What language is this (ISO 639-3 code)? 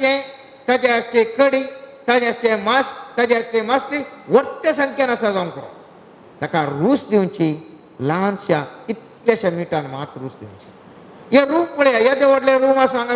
kok